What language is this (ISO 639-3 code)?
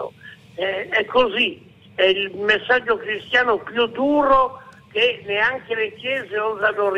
ita